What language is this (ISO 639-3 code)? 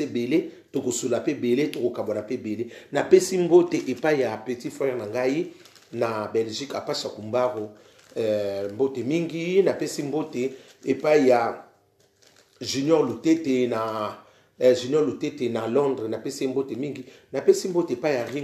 lin